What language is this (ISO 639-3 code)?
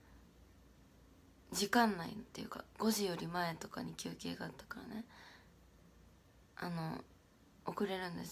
jpn